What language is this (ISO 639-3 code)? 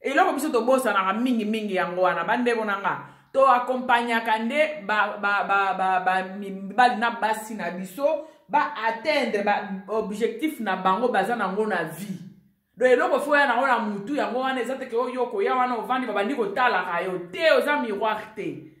lin